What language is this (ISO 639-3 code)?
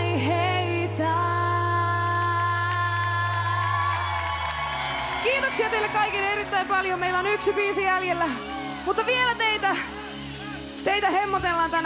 fin